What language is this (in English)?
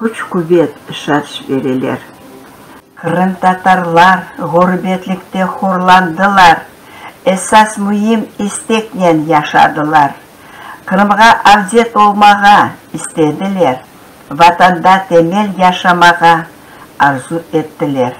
Crimean Tatar